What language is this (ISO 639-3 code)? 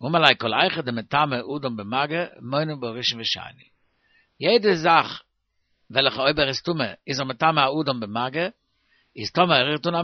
yid